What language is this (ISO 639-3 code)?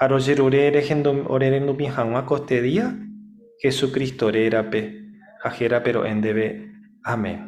grn